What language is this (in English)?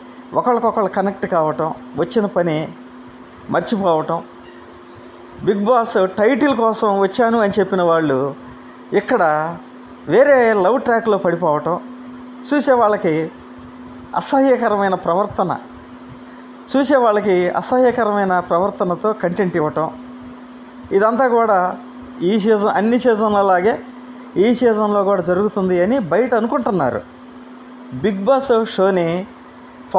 Telugu